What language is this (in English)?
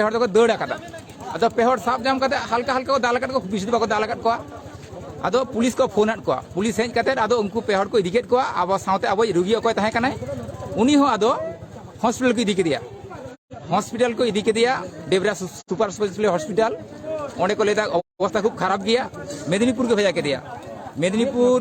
Santali